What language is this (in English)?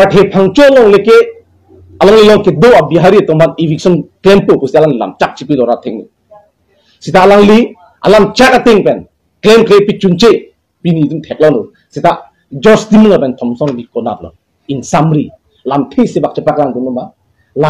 Karbi